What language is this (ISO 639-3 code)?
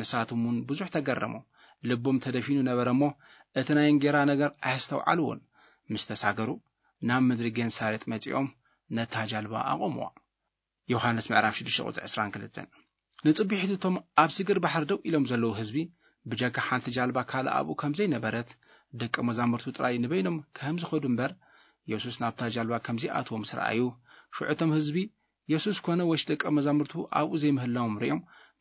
tir